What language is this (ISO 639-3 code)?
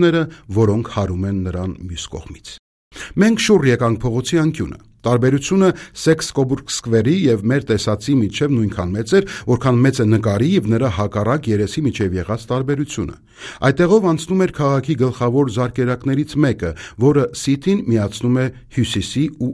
hye